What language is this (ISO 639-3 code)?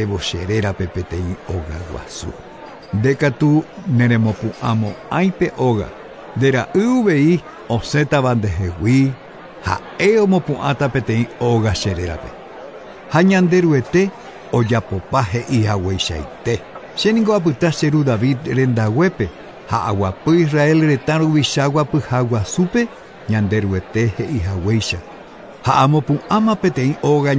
grn